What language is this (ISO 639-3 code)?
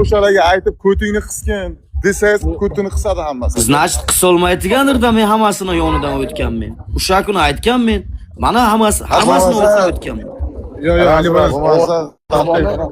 uzb